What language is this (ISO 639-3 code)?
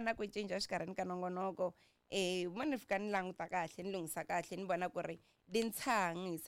tso